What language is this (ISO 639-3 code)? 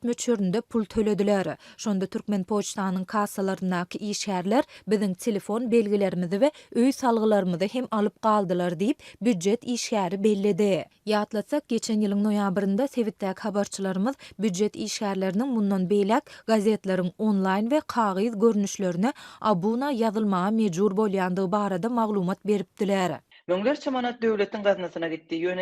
tuk